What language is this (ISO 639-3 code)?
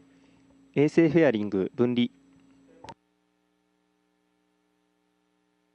jpn